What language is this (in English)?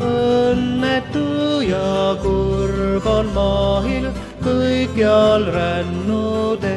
Estonian